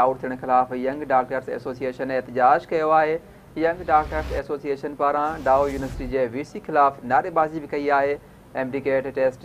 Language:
Sindhi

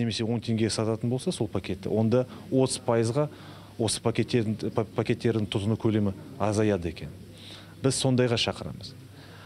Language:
Kazakh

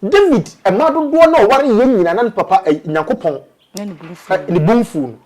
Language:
Akan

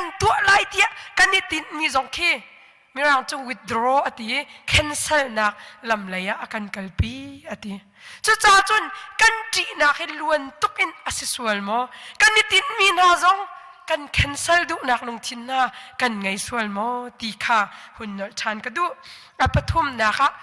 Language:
Hakha Chin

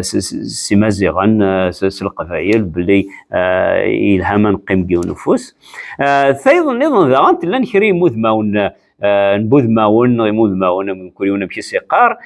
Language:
Kabyle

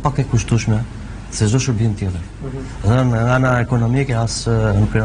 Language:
Albanian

